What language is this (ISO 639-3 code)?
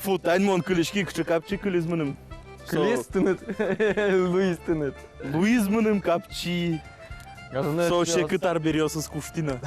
udm